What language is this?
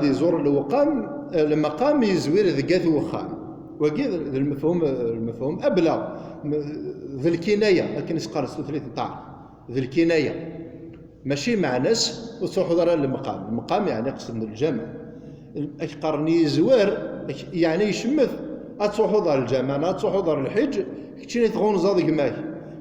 Kabyle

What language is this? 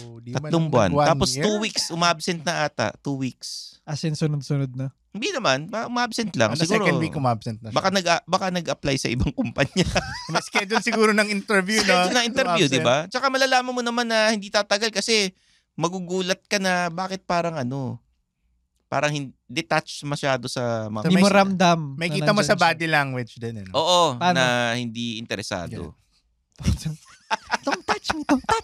Filipino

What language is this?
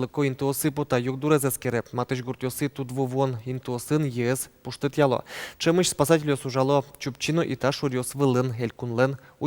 Udmurt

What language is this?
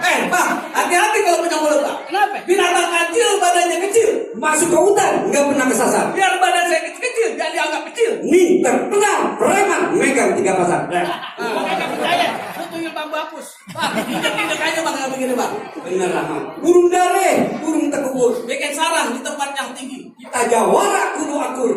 Betawi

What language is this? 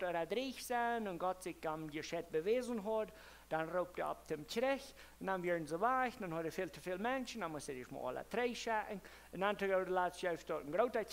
Plautdietsch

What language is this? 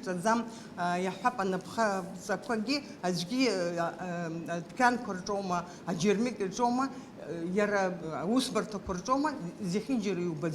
Abkhazian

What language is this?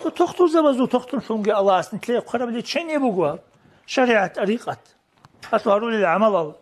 Avaric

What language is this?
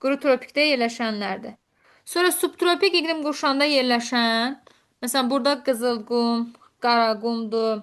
Azerbaijani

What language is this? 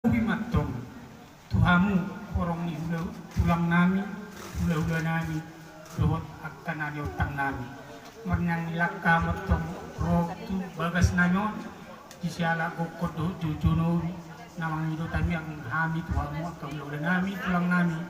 Batak Toba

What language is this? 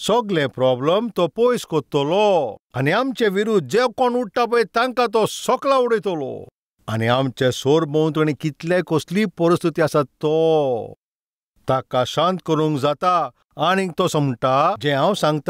Konkani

